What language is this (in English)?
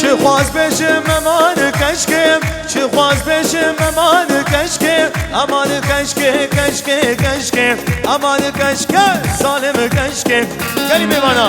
Kurdish